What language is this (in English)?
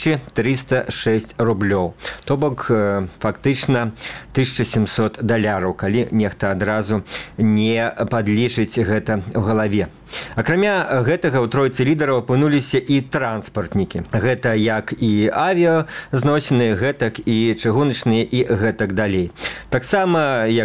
Belarusian